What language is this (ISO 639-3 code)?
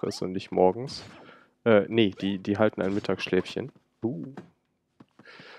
deu